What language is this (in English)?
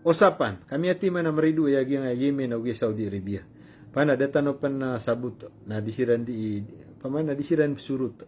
Maranao